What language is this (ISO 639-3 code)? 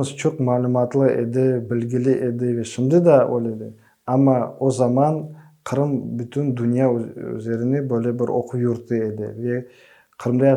crh